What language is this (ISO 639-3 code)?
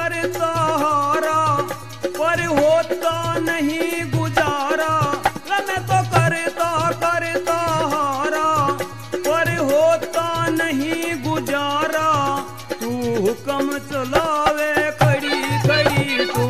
bgc